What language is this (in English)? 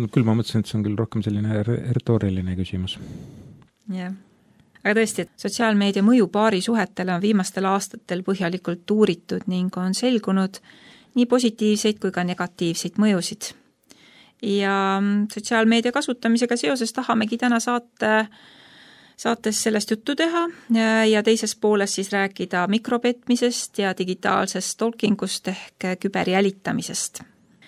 Estonian